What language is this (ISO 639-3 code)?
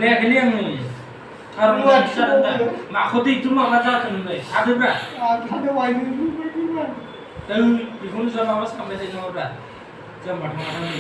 brx